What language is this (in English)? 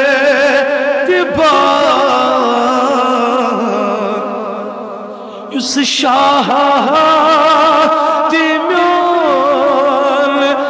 Kashmiri